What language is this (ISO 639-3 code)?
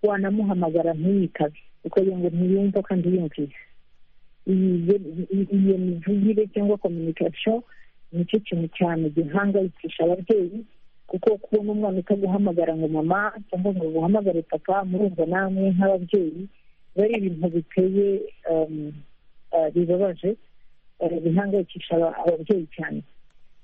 kin